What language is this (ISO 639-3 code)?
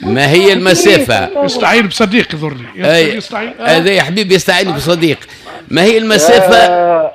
aeb